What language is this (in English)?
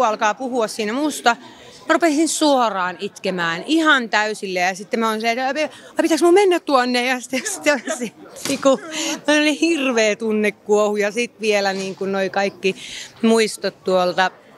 Finnish